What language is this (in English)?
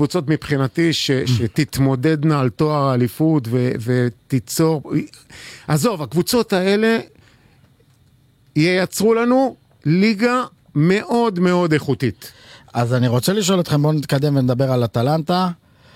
Hebrew